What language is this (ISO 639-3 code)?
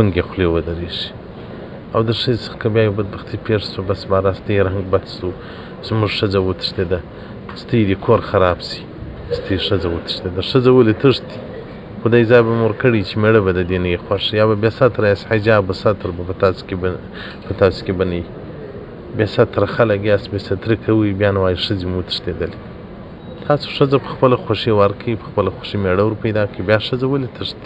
pus